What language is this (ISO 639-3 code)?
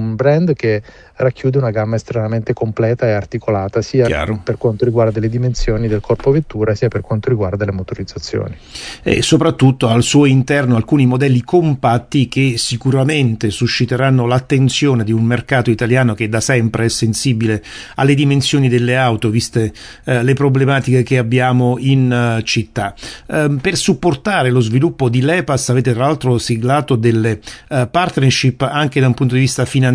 ita